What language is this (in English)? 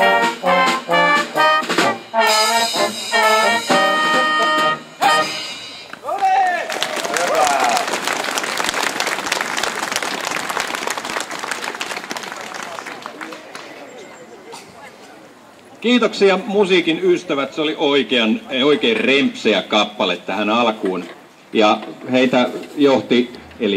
Finnish